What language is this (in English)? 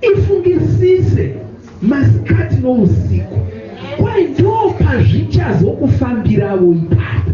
Shona